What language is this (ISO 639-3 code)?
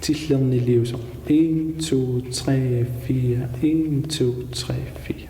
kal